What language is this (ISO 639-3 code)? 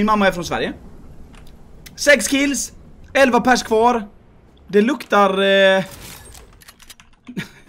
swe